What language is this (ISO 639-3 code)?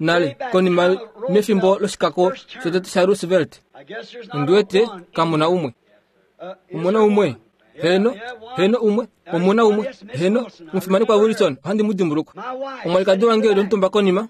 kua